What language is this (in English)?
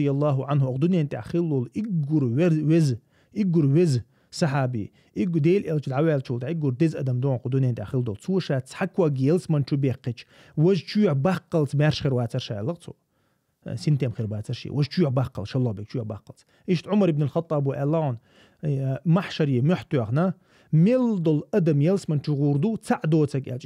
Chechen